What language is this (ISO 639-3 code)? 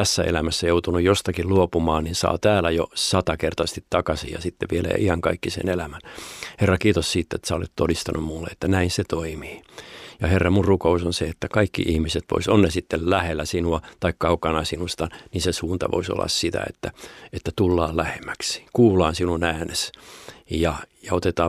fin